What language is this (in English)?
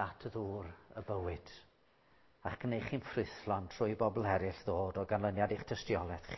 Welsh